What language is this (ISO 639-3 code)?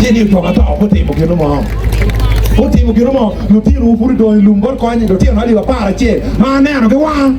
ach